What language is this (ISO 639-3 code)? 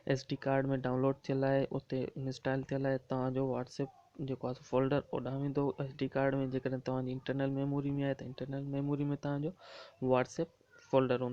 snd